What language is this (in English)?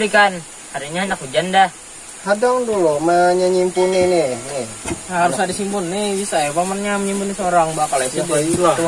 Banjar